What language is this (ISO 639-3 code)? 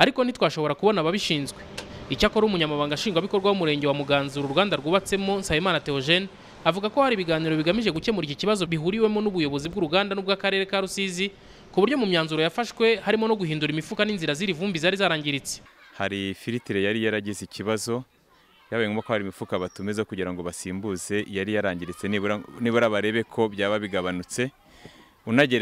kin